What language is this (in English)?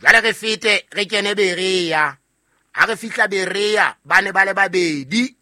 Southern Sotho